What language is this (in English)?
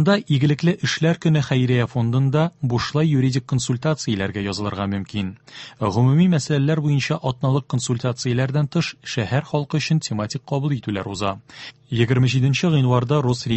Tatar